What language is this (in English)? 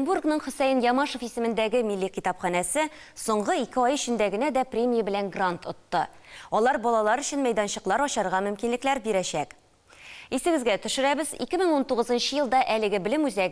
Tatar